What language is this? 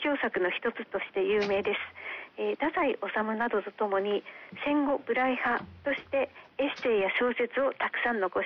Japanese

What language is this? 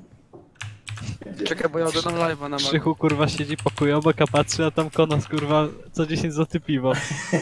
Polish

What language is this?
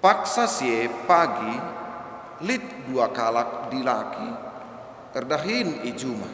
Batak Karo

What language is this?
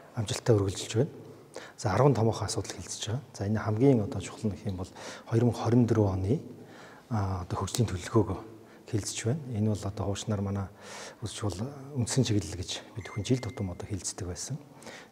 Mongolian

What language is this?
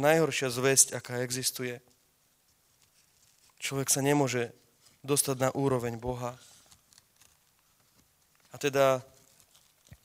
Slovak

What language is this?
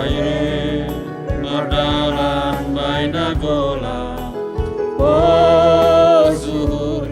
Batak Simalungun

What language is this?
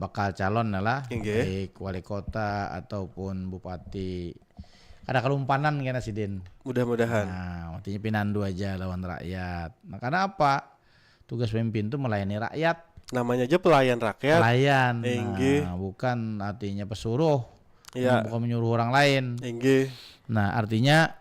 Banjar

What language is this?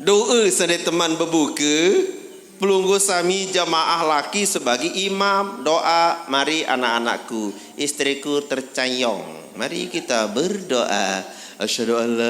Sasak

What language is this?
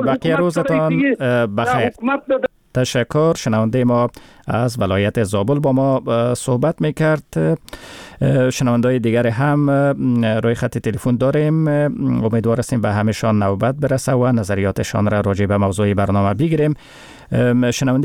Persian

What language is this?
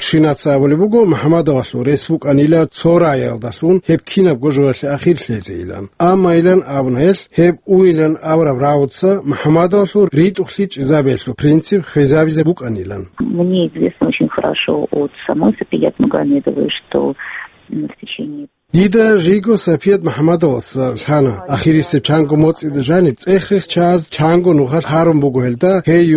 Avaric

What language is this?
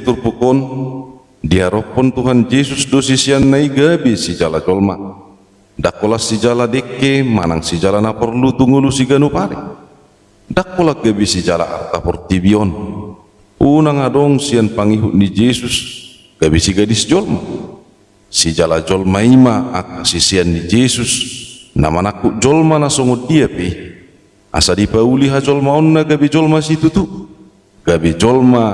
Batak Toba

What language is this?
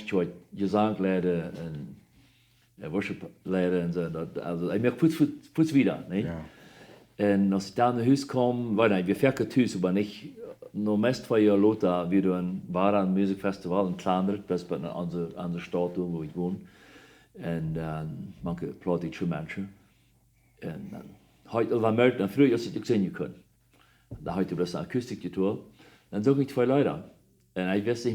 Plautdietsch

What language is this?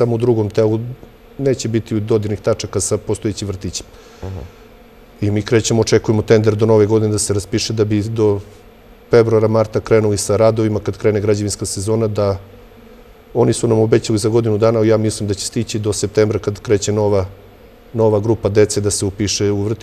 Serbian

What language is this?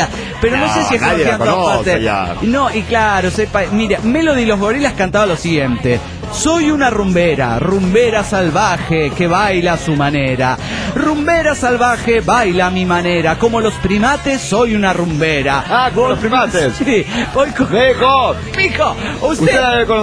Spanish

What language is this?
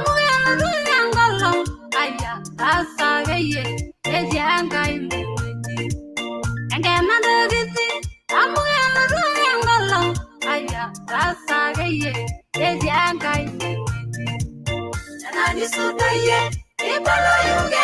Masai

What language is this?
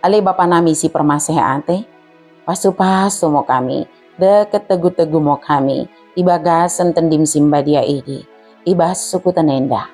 Batak Dairi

